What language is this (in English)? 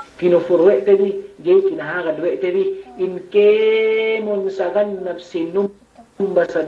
Yakan